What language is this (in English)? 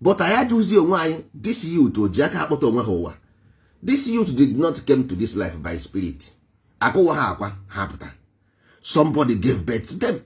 Igbo